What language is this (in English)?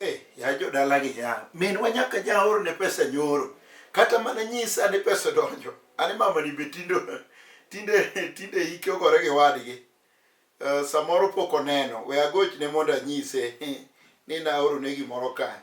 Luo (Kenya and Tanzania)